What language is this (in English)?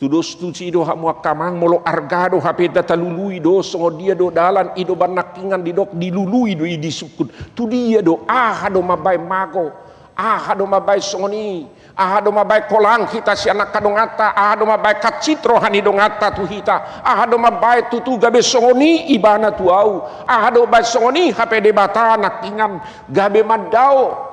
Batak Toba